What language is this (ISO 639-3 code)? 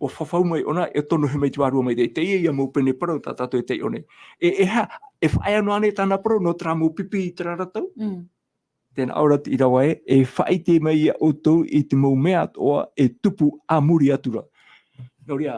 tah